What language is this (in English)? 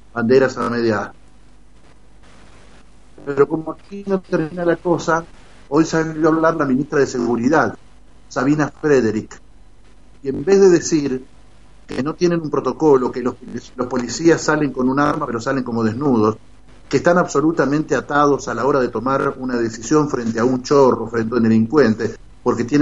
Spanish